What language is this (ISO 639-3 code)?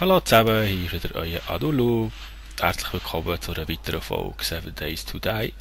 gsw